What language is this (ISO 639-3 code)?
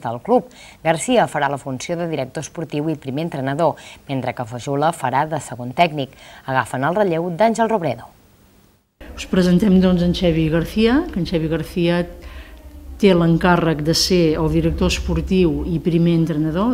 cat